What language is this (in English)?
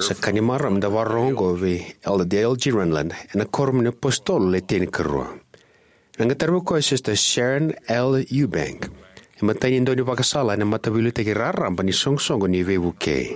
Fijian